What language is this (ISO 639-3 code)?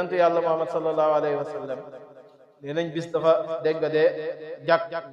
wol